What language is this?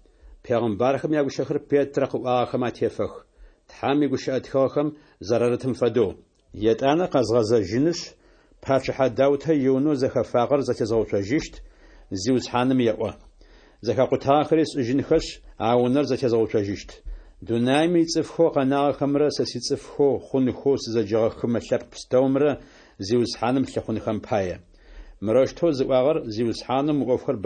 Adyghe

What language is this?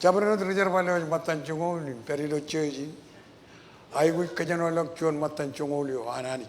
Marshallese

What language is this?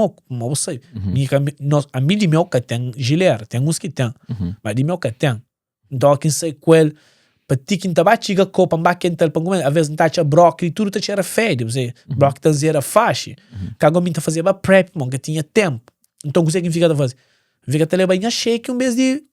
Kabuverdianu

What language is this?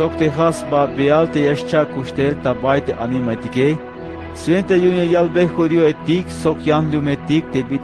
Tzeltal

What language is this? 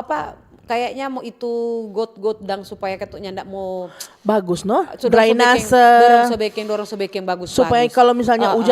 Manado Malay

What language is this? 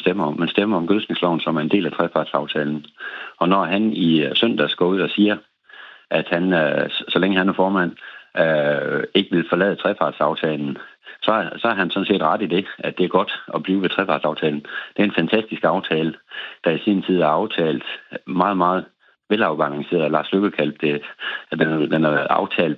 Danish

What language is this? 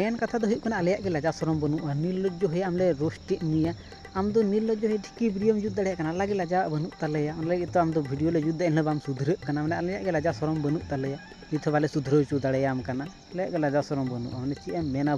Santali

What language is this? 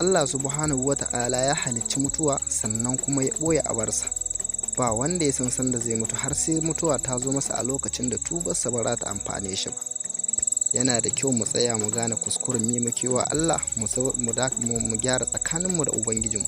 Hausa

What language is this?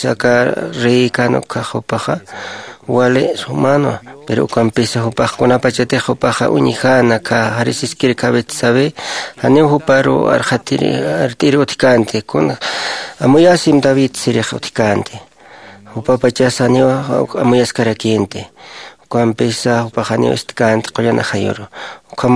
Aymara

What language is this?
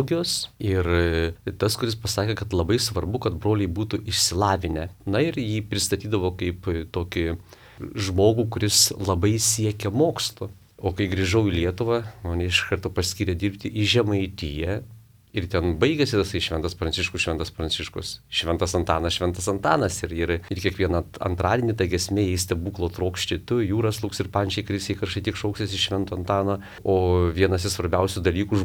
Lithuanian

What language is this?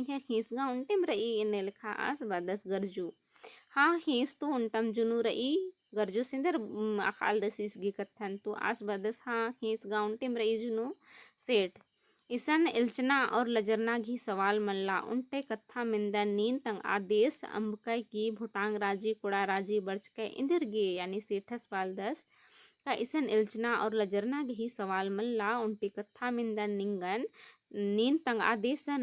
Kurukh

